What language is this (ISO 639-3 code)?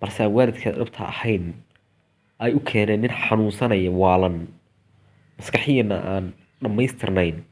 som